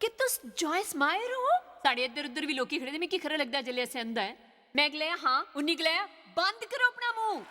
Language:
Dogri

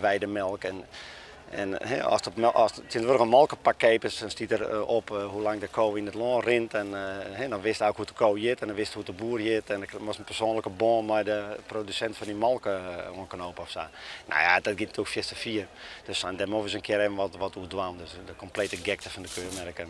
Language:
Western Frisian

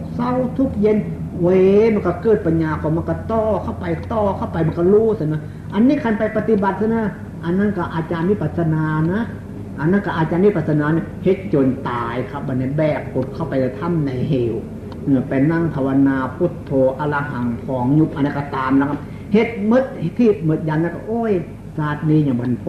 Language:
Northeastern Thai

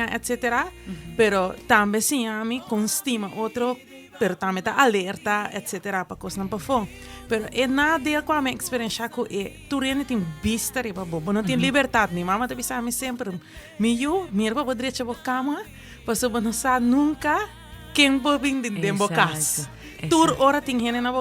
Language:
Papiamento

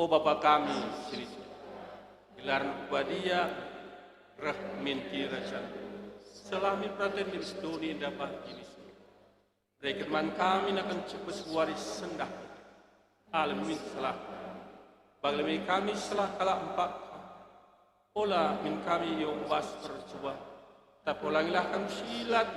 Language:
Batak Karo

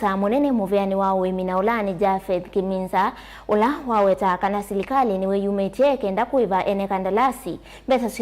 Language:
Kamba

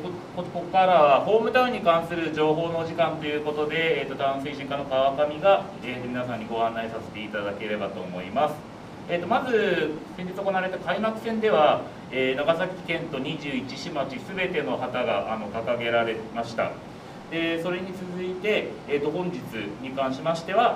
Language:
Japanese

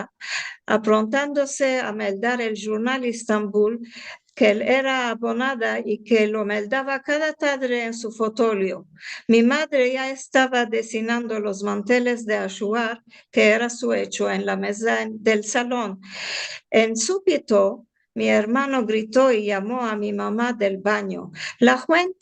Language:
Ladino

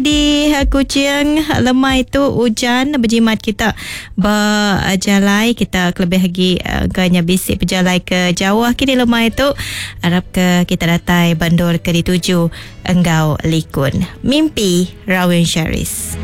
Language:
Iban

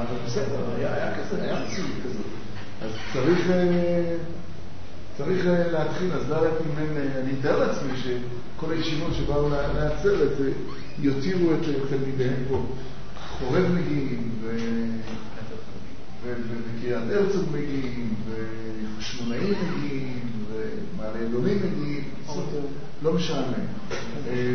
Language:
Hebrew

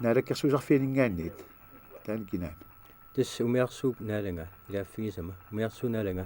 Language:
Kalaallisut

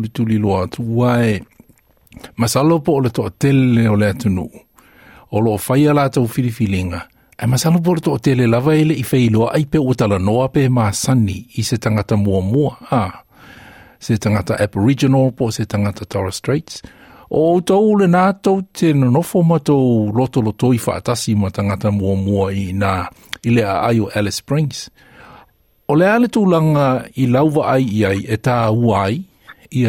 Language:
Samoan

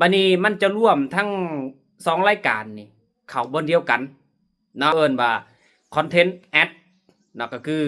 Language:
Lao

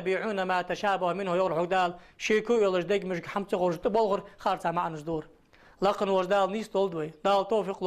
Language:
Ingush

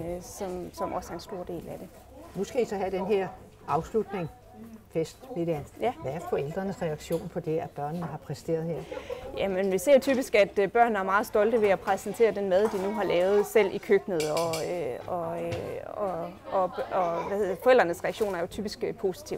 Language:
Danish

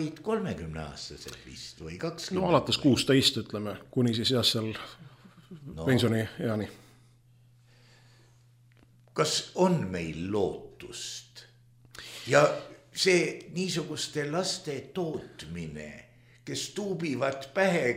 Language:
Estonian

